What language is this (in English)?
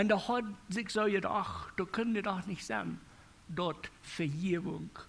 Plautdietsch